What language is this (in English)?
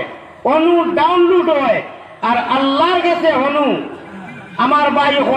Sylheti